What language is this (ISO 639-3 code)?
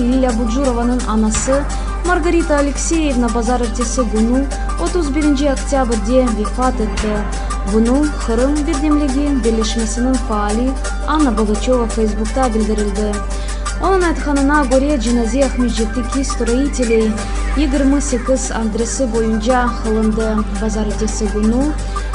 crh